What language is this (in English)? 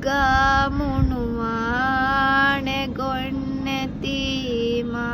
Divehi